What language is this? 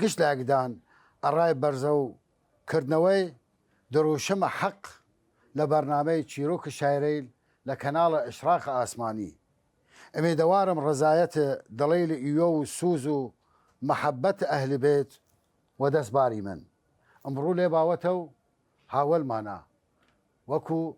Southern Kurdish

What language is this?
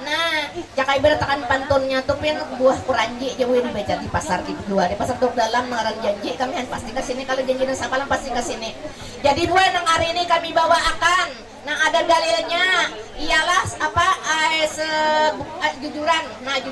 Banjar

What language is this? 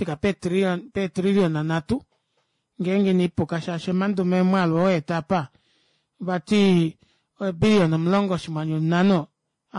Kuanyama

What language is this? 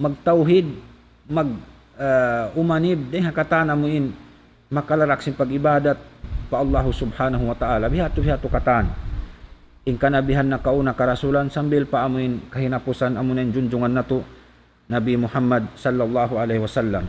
Tausug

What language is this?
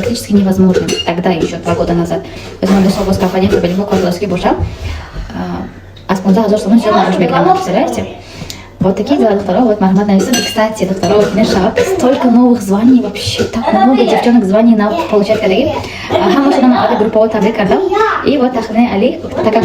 Tajik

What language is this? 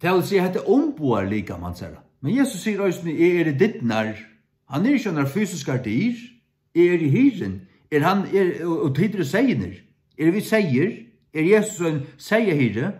Faroese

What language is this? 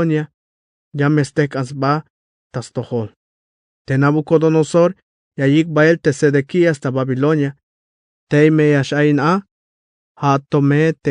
Tzeltal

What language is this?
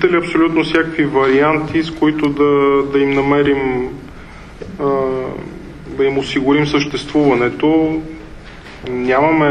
Bulgarian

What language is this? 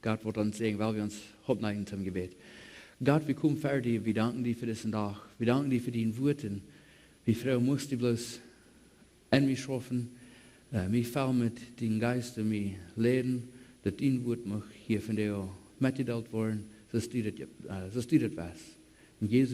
Plautdietsch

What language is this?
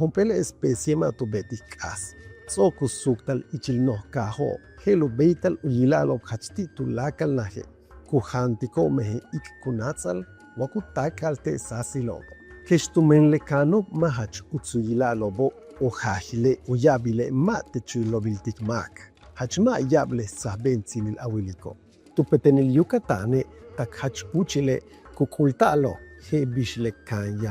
Yucateco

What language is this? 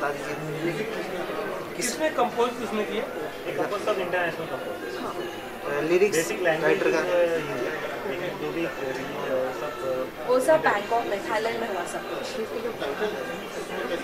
Hindi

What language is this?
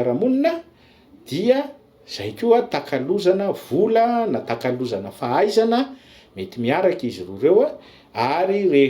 Malagasy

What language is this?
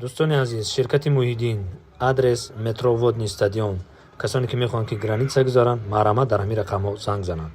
Tajik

